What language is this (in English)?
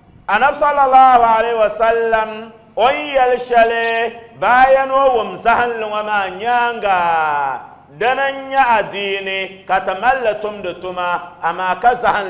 Dagbani